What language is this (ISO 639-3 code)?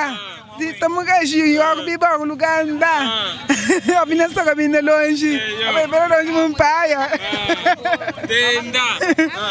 lua